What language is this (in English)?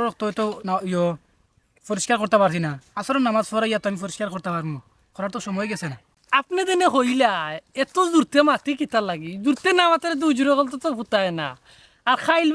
Sylheti